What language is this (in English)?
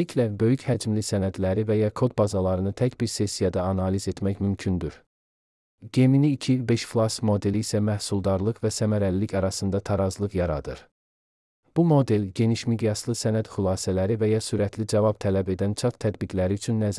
Azerbaijani